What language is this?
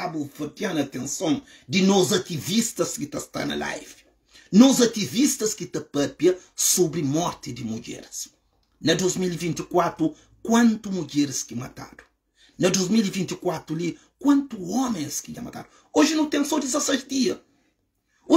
Kabuverdianu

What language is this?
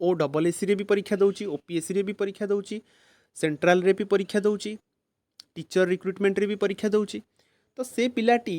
Odia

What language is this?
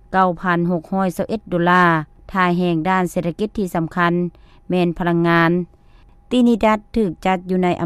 Lao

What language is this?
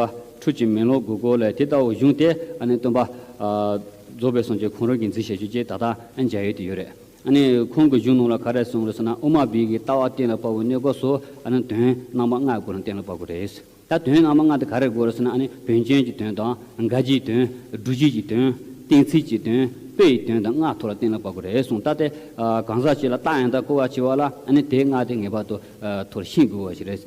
Tibetan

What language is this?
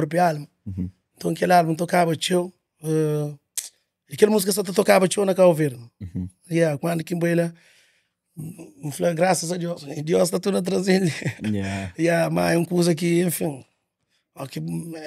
Kabuverdianu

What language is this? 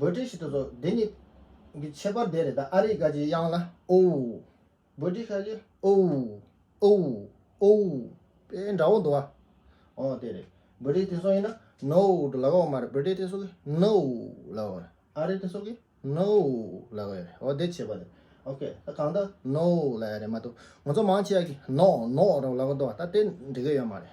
Tibetan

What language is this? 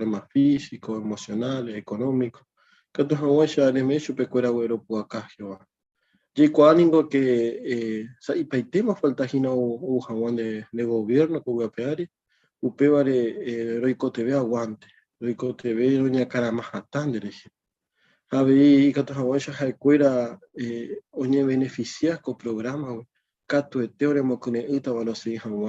Guarani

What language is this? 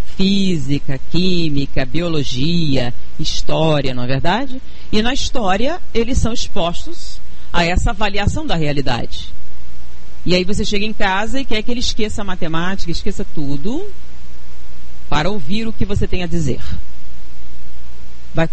Portuguese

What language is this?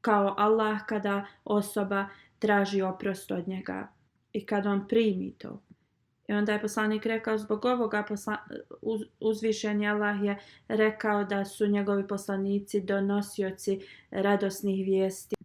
Bosnian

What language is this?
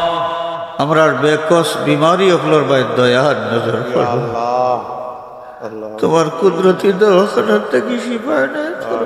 Sylheti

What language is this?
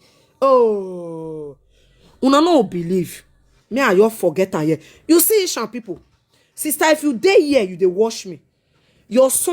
Nigerian Pidgin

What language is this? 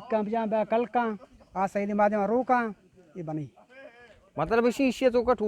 Eastern Balochi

